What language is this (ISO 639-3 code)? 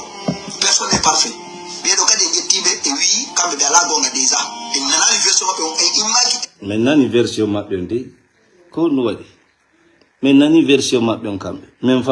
ful